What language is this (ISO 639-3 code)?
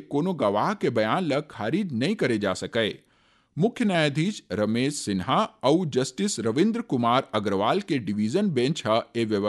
hne